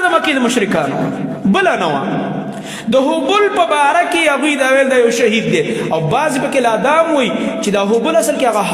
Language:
Pashto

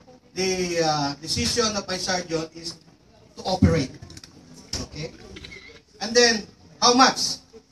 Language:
Filipino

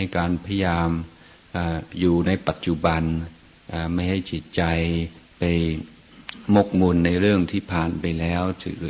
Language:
Thai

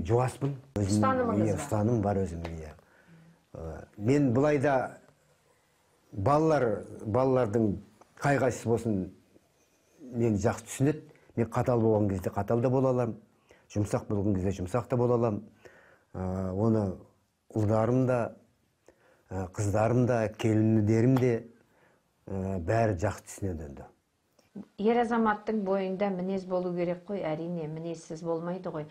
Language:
Kazakh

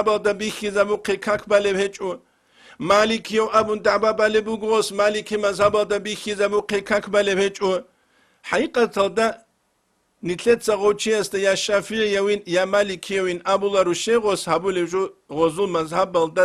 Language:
Avaric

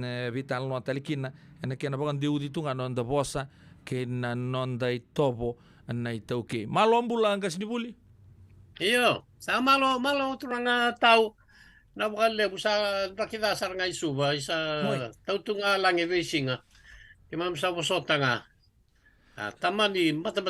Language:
Fijian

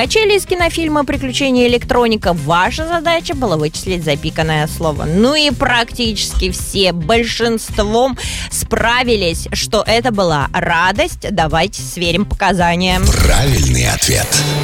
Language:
Russian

